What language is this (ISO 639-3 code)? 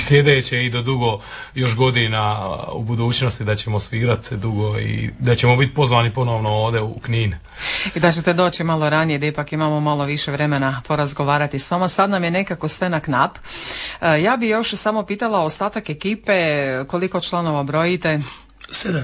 hrv